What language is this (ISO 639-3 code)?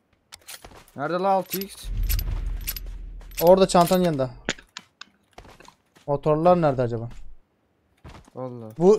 tur